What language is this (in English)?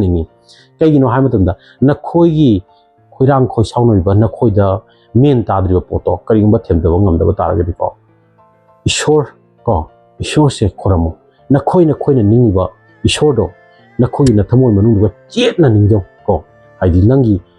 Manipuri